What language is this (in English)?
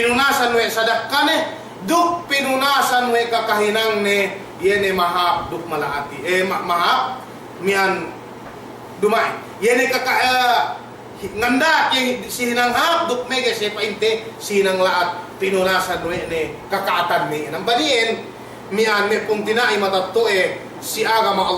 Yakan